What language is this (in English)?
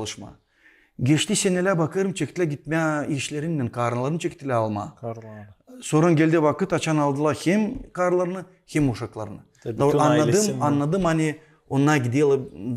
Gagauz